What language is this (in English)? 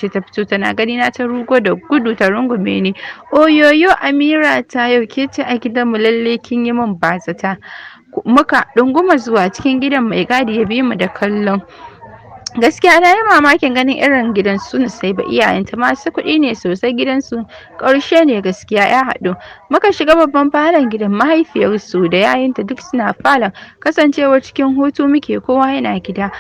Hausa